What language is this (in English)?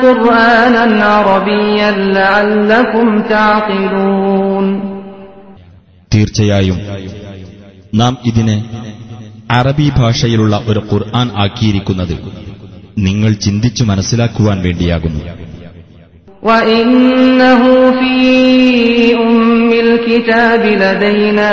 Malayalam